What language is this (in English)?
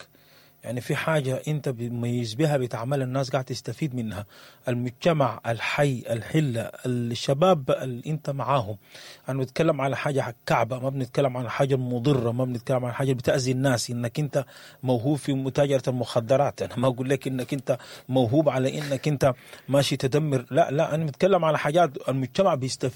Sudanese Arabic